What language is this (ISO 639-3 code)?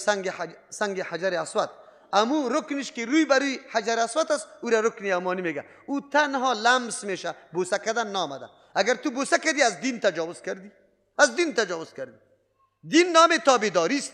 fas